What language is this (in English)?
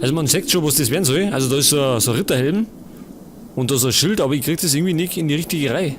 Bavarian